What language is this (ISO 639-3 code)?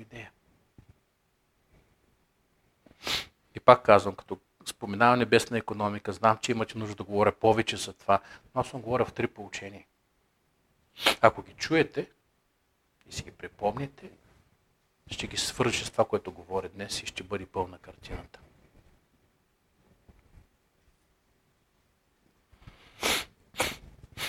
bul